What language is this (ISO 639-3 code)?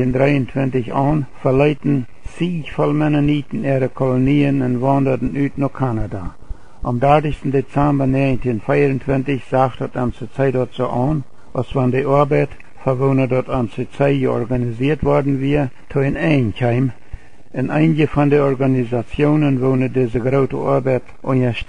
pdt